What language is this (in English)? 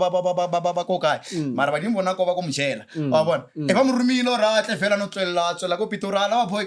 Northern Sotho